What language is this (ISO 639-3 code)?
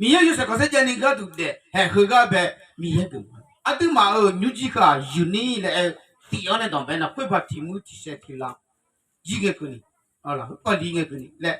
ahk